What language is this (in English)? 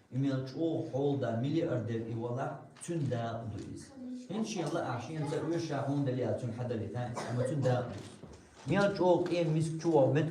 Chechen